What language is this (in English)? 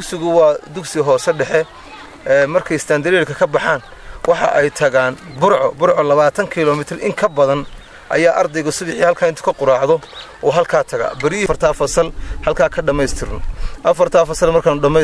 Somali